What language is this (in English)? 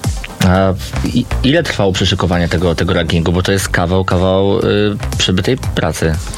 Polish